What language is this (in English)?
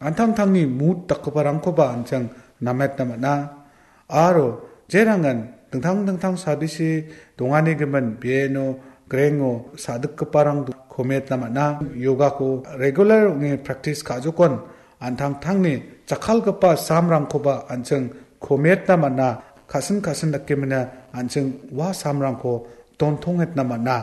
Garo